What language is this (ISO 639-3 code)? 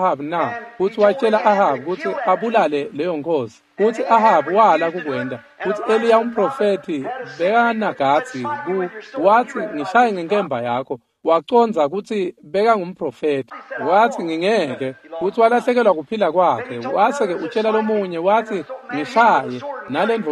ssw